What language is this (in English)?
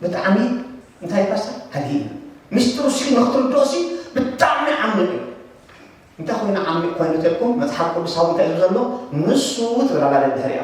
Tigrinya